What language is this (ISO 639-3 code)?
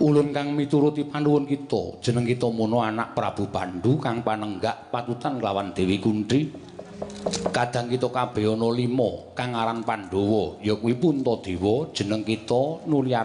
jav